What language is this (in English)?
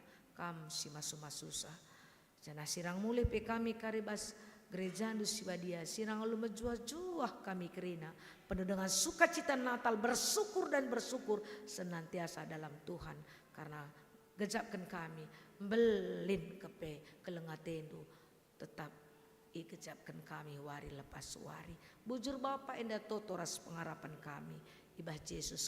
Batak Karo